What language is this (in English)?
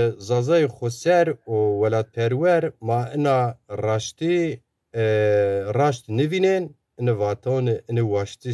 Zaza